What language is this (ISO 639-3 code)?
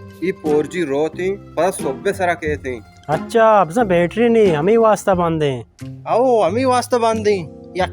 bal